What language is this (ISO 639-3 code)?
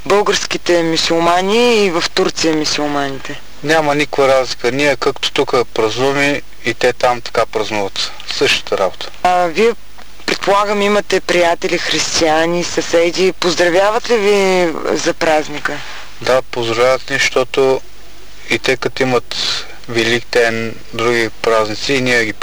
bul